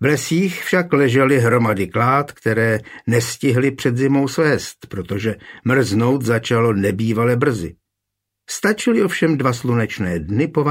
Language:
Czech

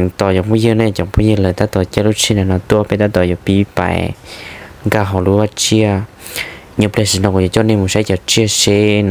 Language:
Hmong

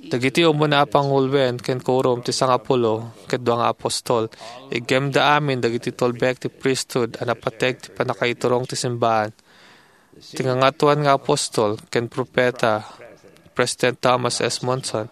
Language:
Iloko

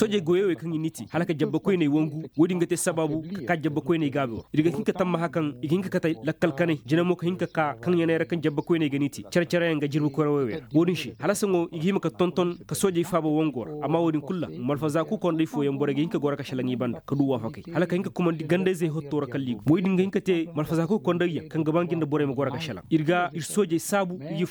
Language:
Koyraboro Senni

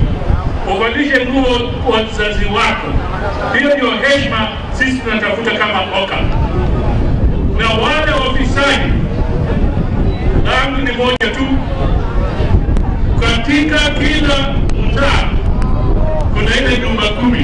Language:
Swahili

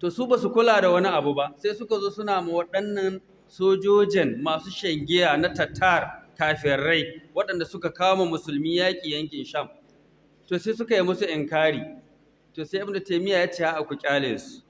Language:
Hausa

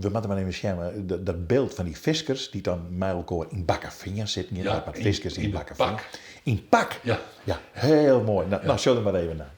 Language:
Western Frisian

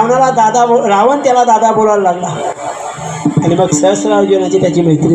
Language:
Marathi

